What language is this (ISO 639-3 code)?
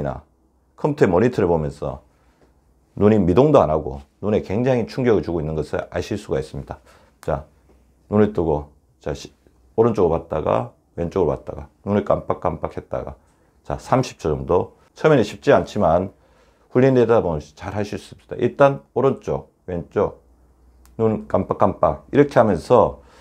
kor